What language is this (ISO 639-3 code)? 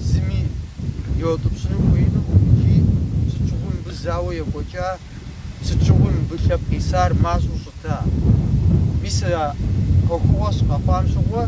kbd